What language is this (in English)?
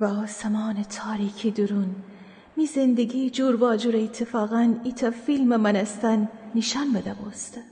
Gilaki